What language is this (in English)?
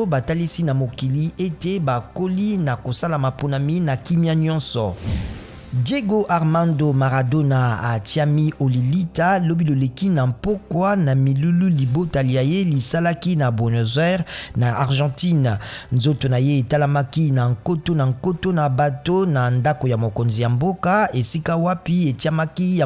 Lingala